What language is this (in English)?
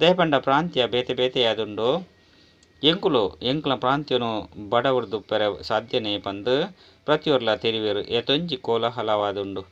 Tulu